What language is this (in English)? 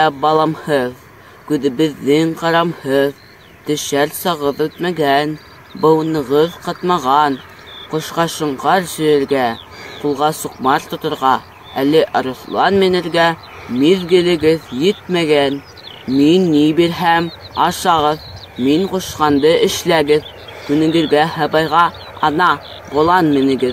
Bashkir